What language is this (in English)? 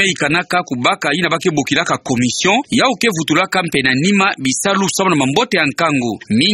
Kituba (Democratic Republic of Congo)